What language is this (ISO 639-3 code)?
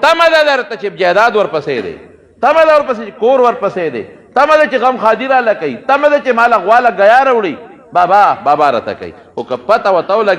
pus